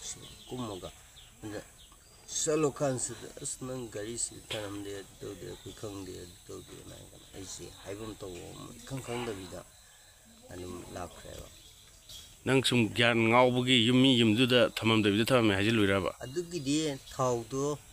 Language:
Manipuri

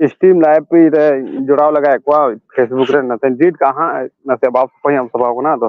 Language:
Santali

